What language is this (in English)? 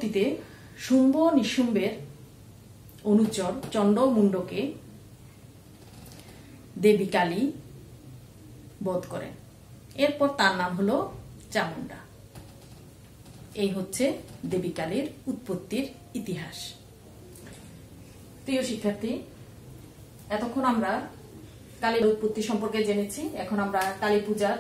Bangla